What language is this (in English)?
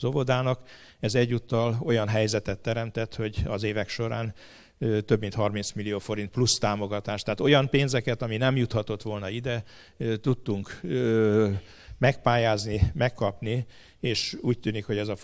Hungarian